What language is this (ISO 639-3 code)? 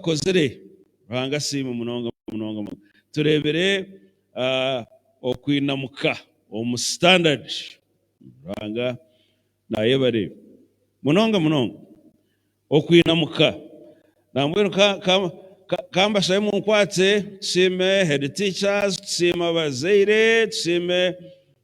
nyn